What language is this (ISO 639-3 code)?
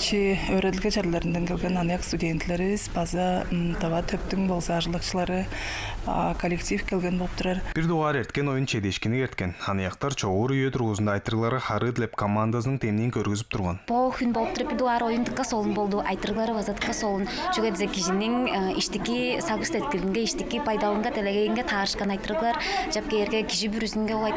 tyv